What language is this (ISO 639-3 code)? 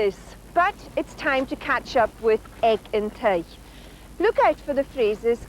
gla